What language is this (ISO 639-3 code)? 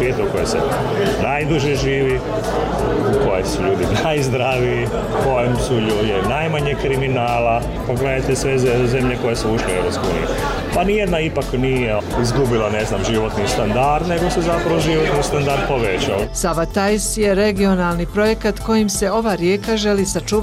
bos